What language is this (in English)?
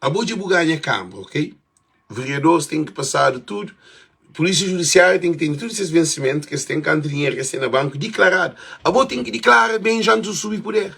Kabuverdianu